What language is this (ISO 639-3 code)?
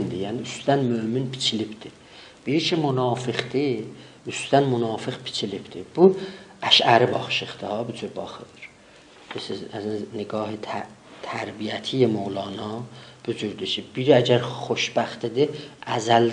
azb